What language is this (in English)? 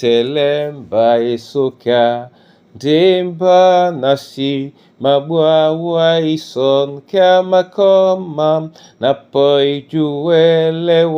Duala